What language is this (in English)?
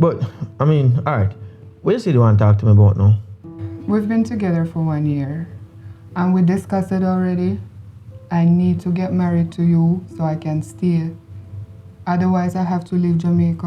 Jamaican Creole English